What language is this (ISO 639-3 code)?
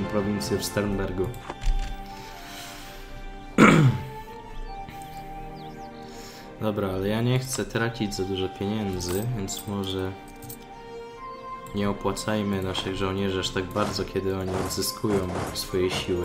pol